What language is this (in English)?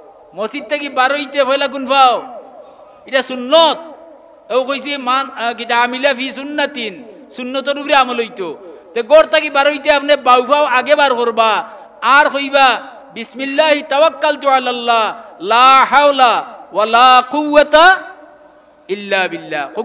Sylheti